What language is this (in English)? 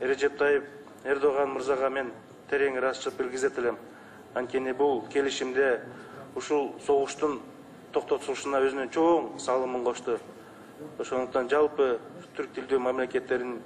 Kyrgyz